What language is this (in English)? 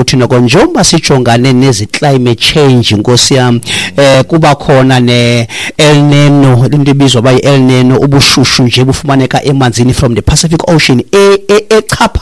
Xhosa